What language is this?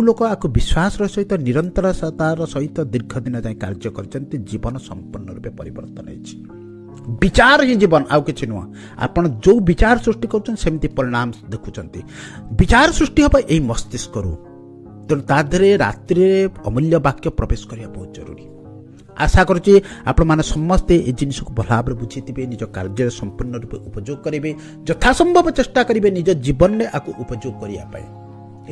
Odia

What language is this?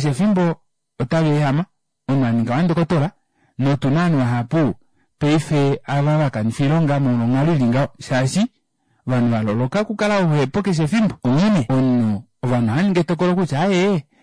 Kuanyama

